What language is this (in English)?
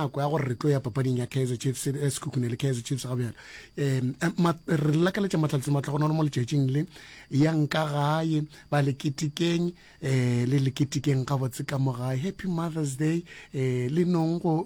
Northern Sotho